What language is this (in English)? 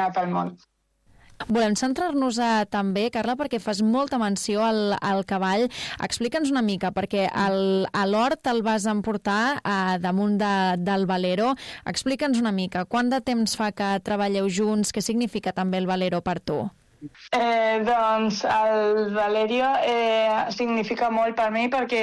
Catalan